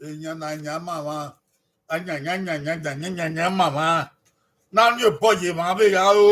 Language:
Bini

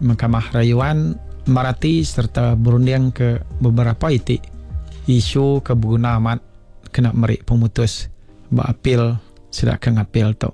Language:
Iban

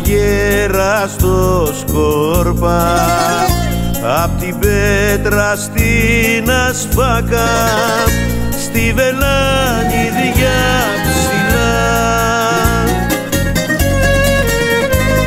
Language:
Greek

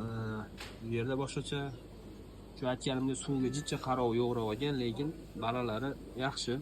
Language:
Uzbek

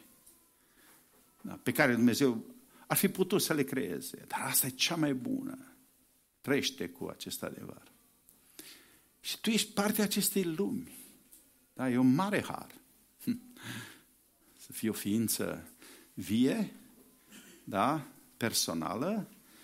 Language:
Romanian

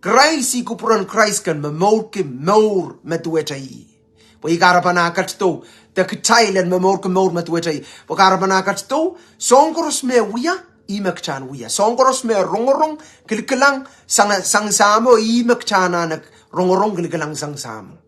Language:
Pohnpeian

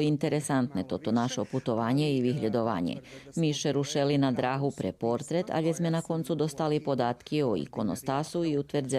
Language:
Rusyn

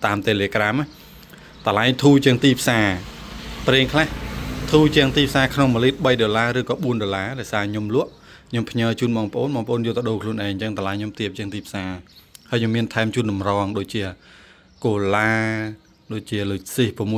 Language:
Khmer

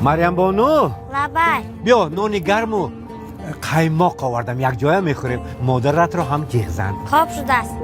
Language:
Tajik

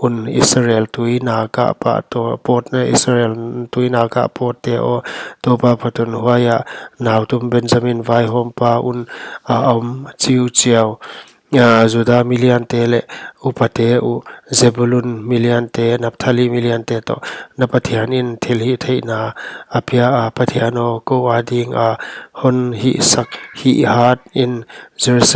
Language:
Paite Chin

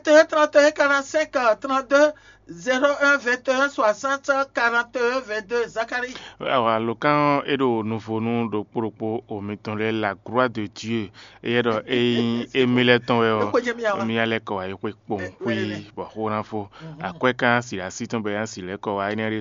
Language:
Fon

